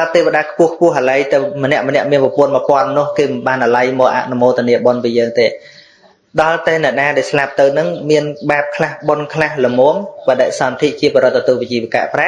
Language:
Khmer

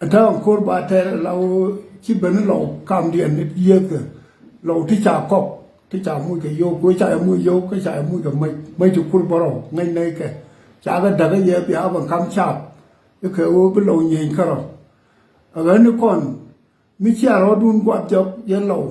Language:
Nuer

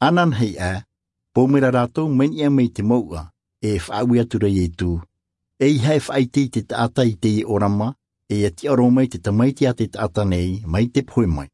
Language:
Tahitian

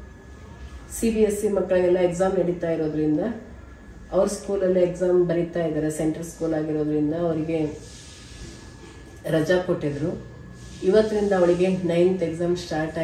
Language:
Kannada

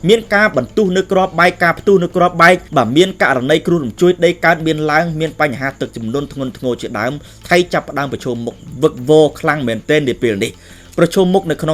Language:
Khmer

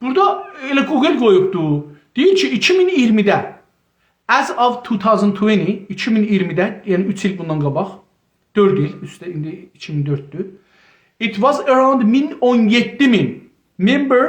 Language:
South Azerbaijani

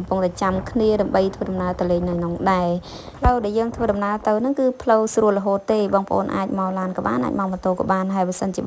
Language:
Khmer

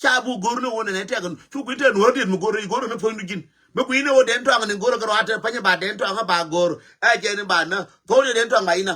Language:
Nuer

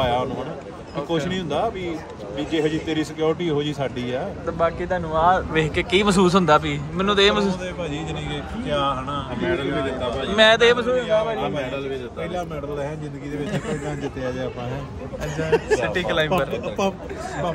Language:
Punjabi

